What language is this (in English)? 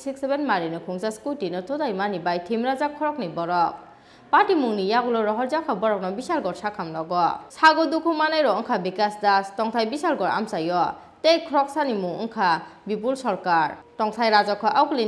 Kok Borok